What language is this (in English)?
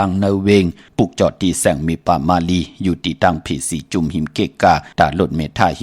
Shan